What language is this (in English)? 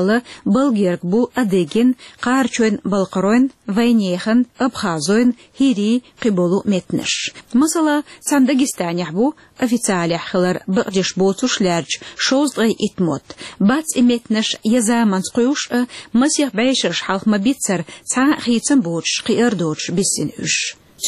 Chechen